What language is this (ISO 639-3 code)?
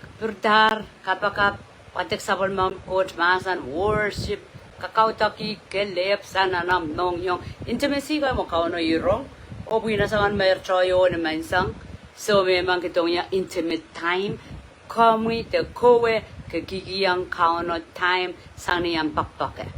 pon